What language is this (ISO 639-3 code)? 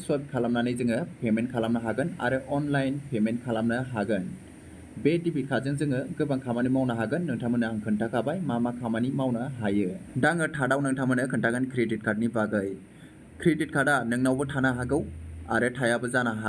brx